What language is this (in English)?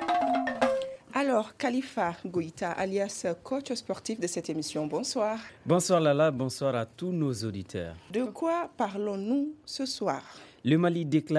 French